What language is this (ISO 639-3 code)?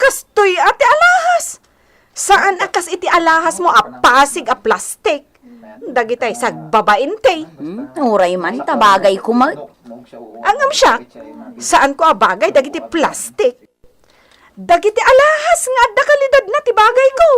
ilo